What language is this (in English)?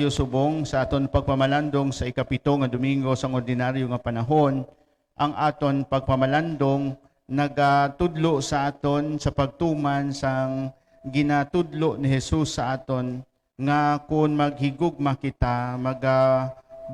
Hiligaynon